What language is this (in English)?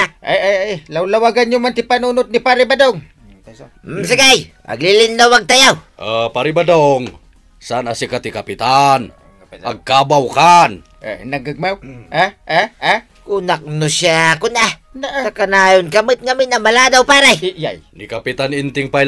Iloko